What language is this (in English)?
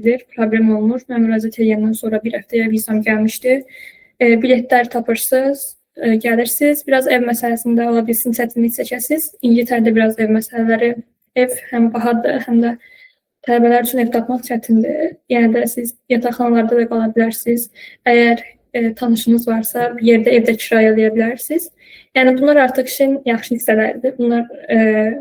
Azerbaijani